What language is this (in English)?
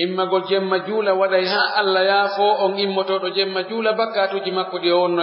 Pular